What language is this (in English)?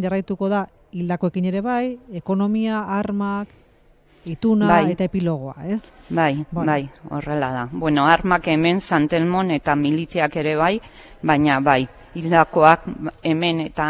Basque